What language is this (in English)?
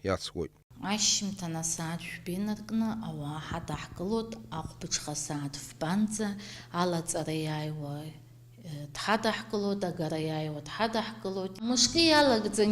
Abkhazian